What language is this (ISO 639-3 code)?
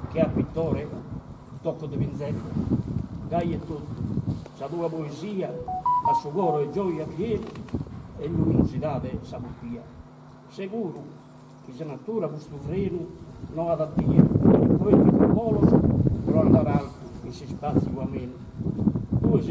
srd